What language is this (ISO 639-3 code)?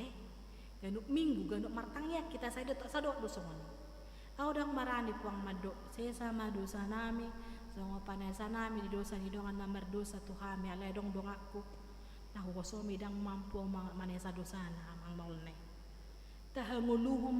bbc